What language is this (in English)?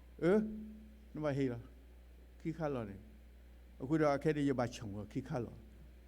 S'gaw Karen